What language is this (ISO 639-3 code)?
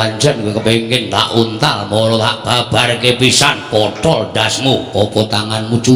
jav